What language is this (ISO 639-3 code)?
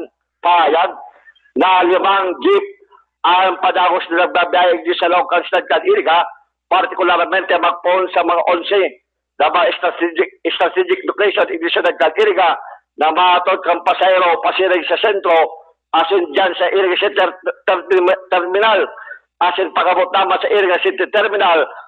bik